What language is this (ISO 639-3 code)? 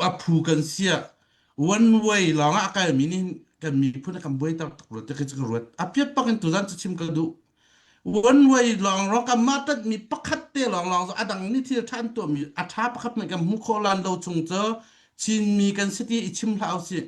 cnh